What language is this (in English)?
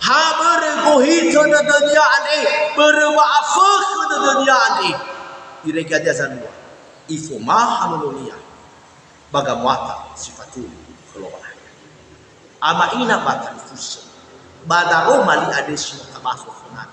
Nias